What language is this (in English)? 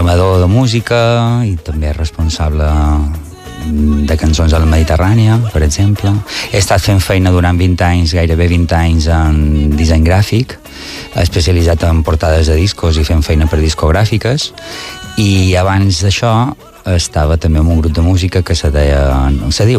Catalan